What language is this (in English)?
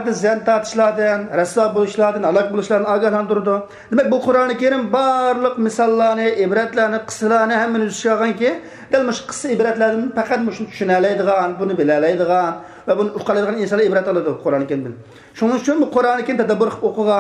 Uyghur